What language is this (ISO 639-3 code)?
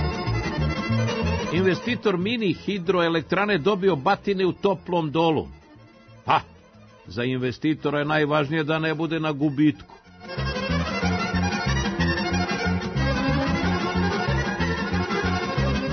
srp